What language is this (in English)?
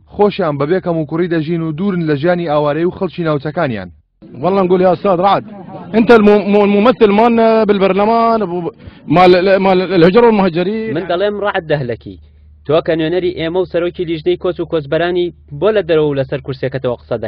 Central Kurdish